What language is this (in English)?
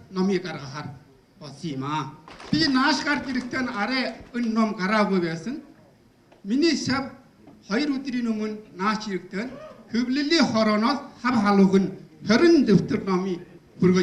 Mongolian